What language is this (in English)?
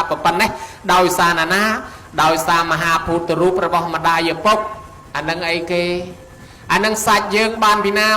Khmer